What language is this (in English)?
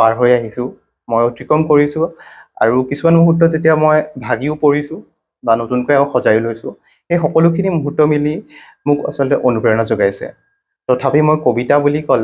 Assamese